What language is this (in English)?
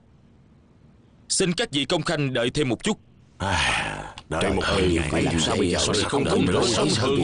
Vietnamese